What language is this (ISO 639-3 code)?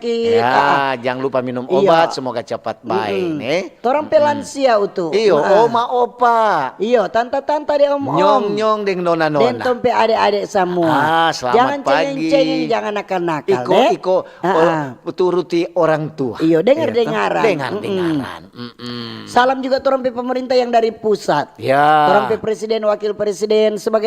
xmm